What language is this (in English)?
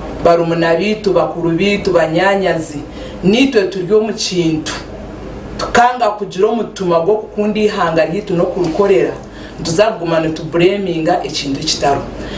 Nyankole